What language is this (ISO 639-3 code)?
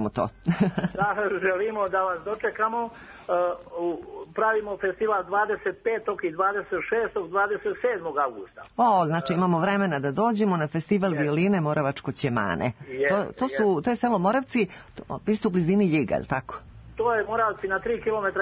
srp